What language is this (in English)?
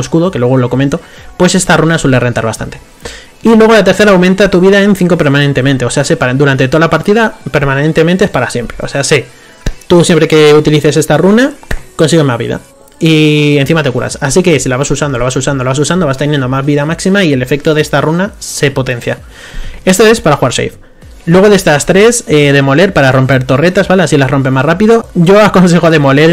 Spanish